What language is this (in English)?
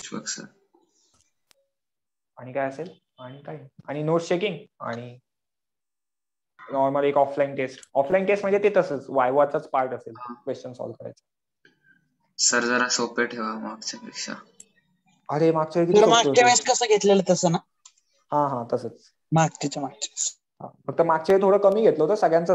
Marathi